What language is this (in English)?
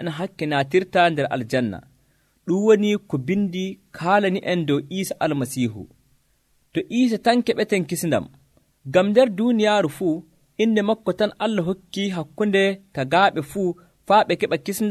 Nigerian Fulfulde